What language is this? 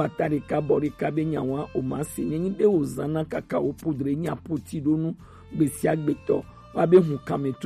Gen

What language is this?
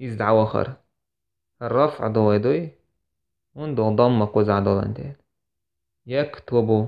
Chechen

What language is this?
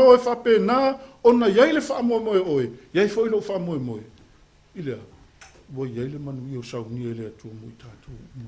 Samoan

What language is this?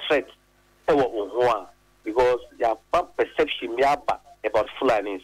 Akan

